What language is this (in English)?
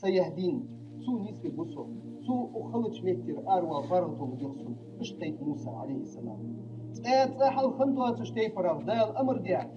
Ingush